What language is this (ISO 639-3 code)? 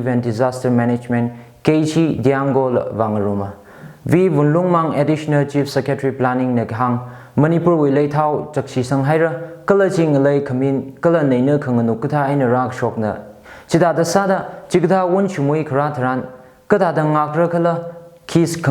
nmf